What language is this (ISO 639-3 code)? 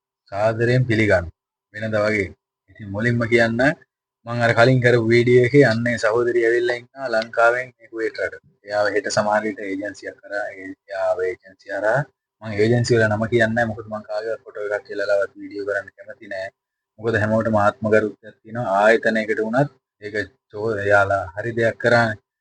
sin